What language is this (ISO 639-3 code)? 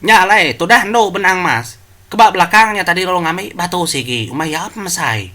iba